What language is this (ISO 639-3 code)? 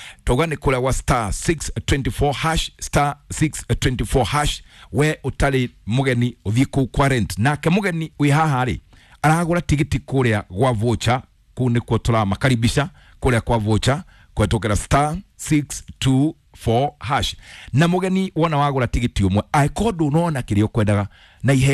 kik